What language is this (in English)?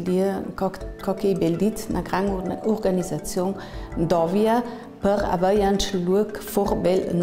Ladin